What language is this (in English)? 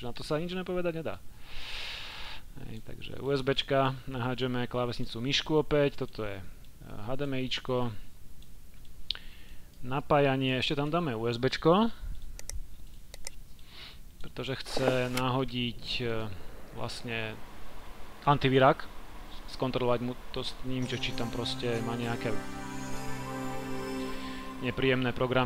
Slovak